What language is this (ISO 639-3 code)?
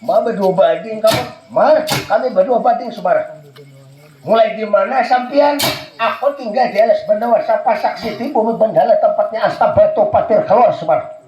bjn